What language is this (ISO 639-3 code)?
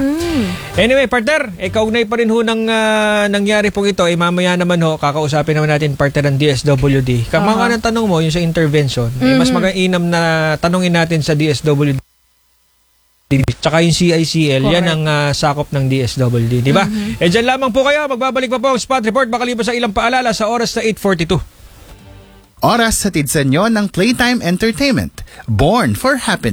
fil